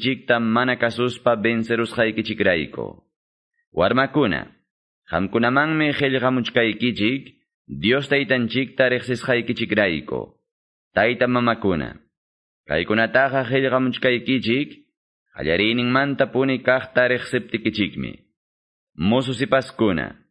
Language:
Quechua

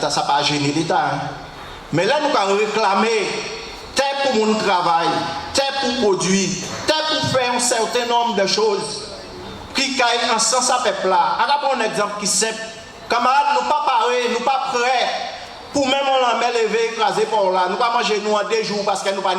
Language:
Guadeloupean Creole French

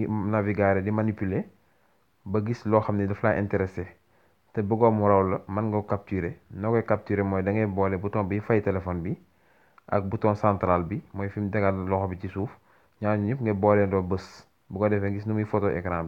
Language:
Wolof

